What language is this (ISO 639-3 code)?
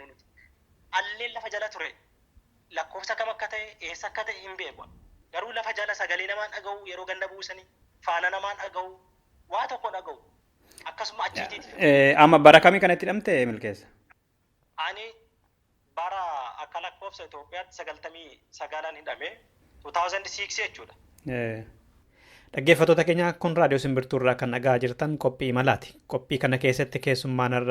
orm